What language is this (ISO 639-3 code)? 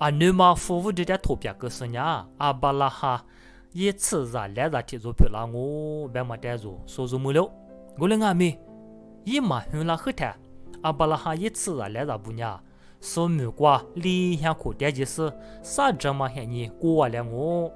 lis